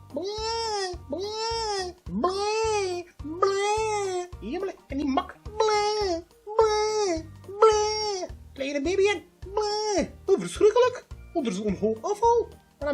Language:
West Flemish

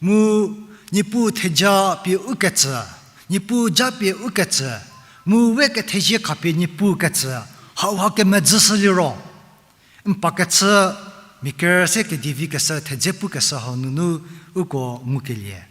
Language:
Angami Naga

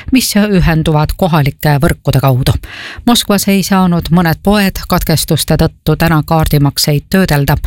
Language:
Estonian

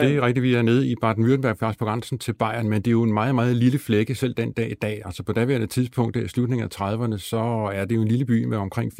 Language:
Danish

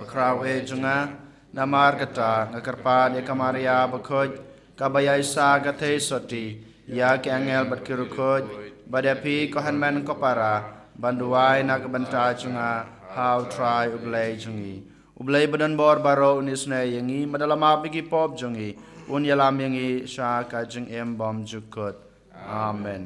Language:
Khasi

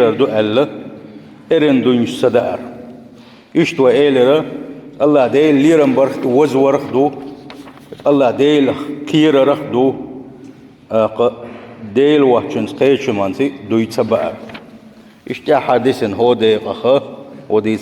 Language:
Chechen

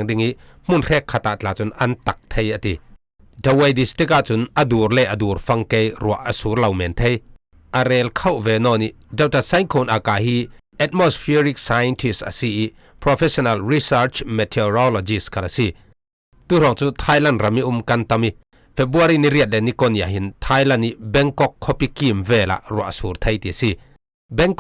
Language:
Falam Chin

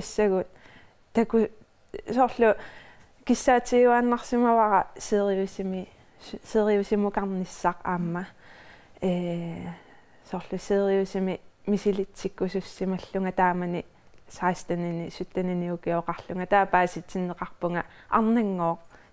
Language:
Kalaallisut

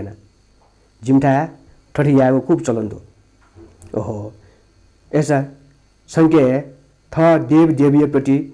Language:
Newari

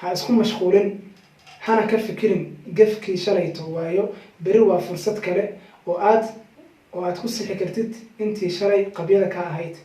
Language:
Somali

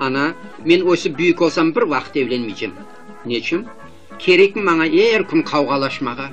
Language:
Crimean Tatar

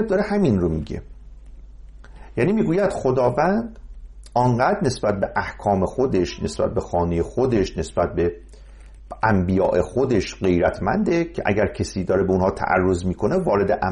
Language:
Persian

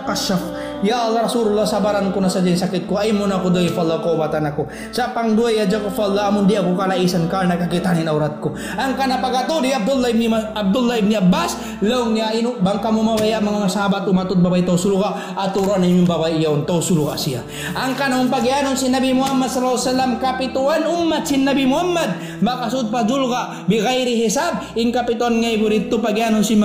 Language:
Tausug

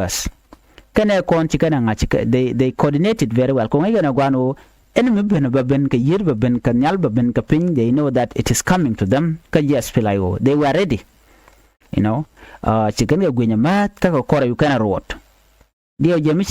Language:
Nuer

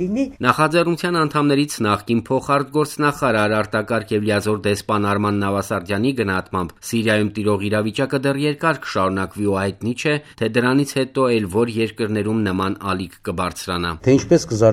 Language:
Armenian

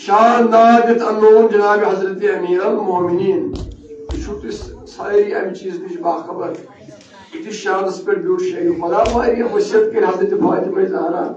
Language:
Kashmiri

